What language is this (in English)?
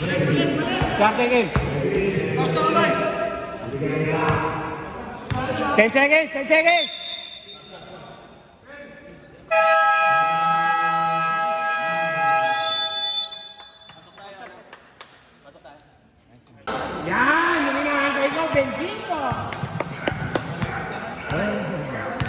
Filipino